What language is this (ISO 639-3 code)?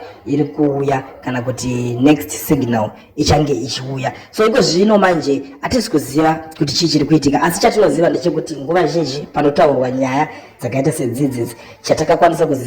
sna